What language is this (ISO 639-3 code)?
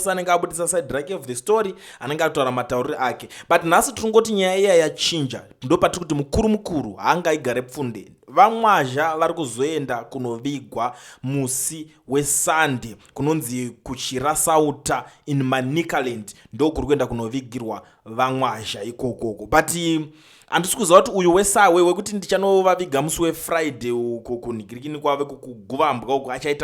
sna